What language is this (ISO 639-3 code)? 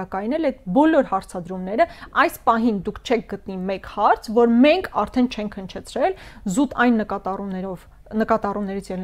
hye